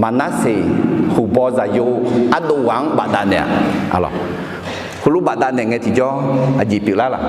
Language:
Akha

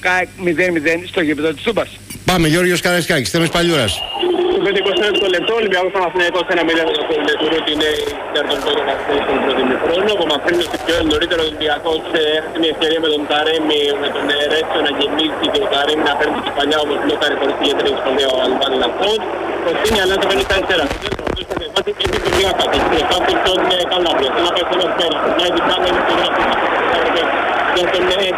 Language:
Greek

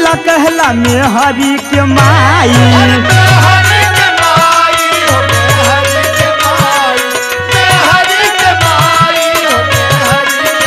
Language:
Bhojpuri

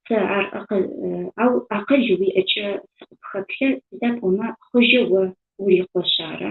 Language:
Adyghe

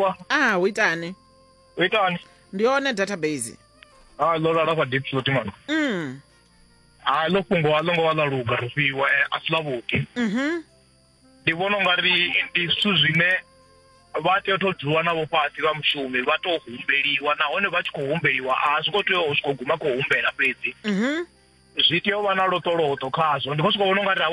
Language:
Venda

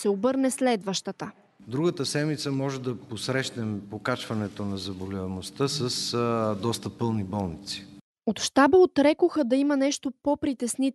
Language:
Bulgarian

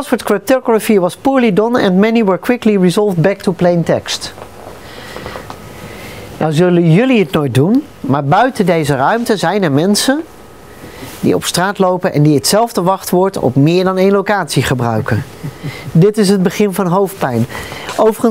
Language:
Dutch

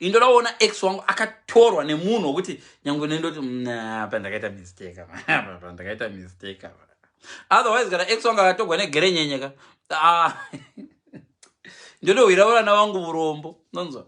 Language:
Shona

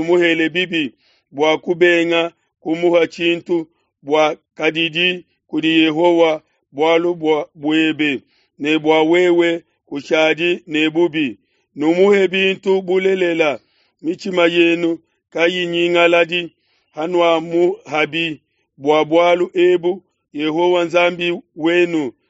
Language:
Luba-Lulua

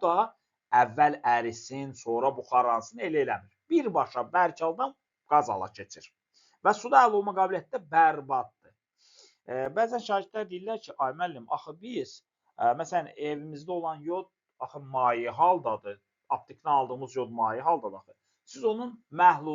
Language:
Azerbaijani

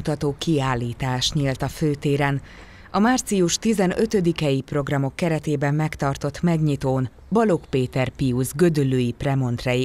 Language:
Hungarian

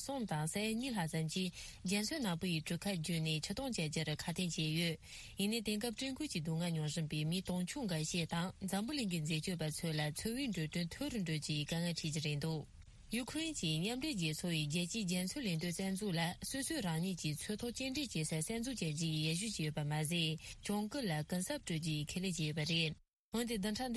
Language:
Tibetan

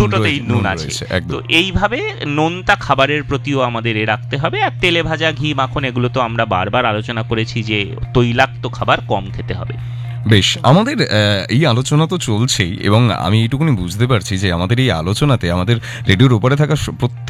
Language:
Bangla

